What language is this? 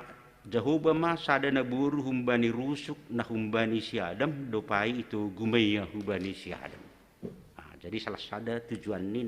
Batak Simalungun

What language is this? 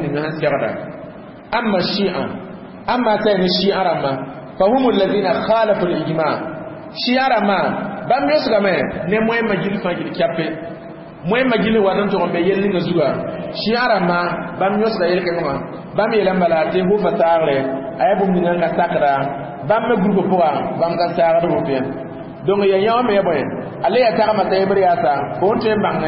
Mossi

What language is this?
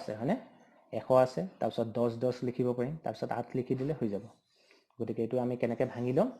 Assamese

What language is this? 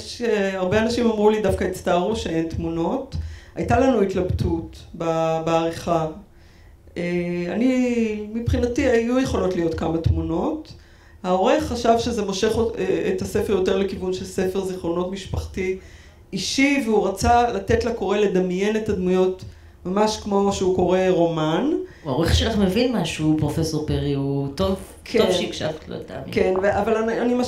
Hebrew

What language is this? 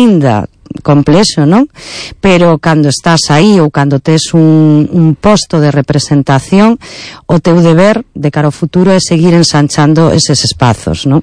Galician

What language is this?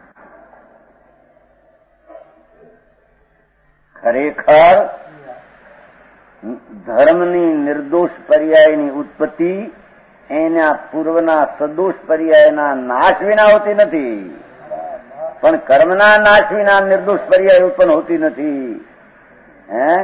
Gujarati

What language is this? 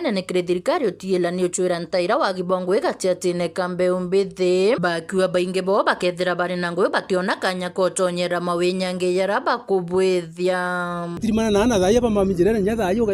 Meru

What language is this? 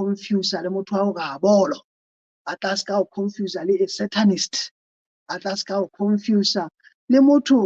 Southern Sotho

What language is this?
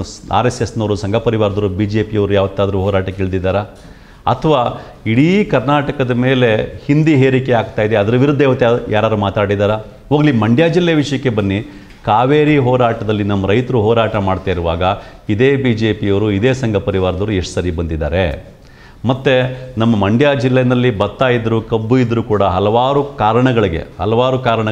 Kannada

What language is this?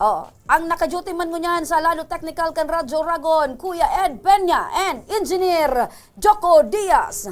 Bikol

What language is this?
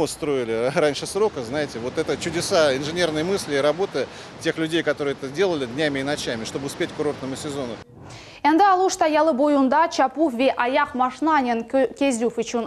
Crimean Tatar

